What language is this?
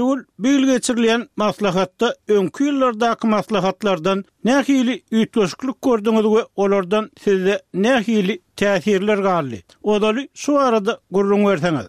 Turkmen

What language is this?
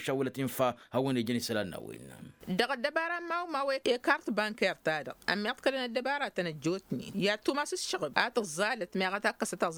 Tamasheq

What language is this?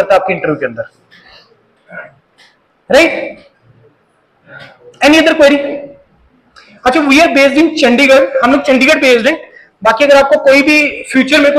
Hindi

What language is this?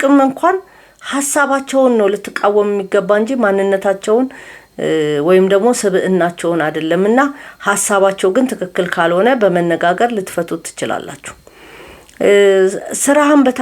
Amharic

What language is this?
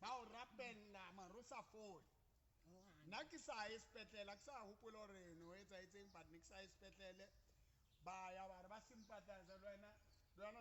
Southern Sotho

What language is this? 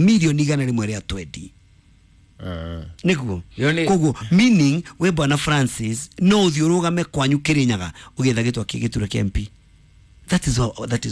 Kikuyu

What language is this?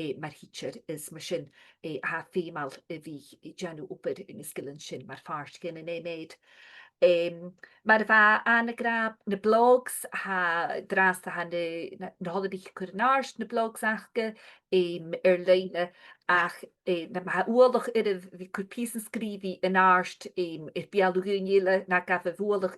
Scottish Gaelic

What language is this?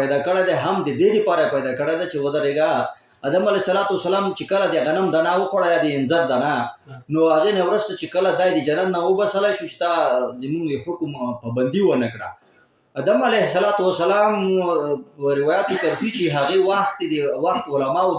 Pashto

